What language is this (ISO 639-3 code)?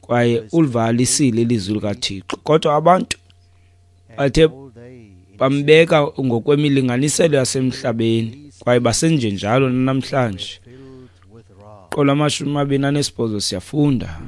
xho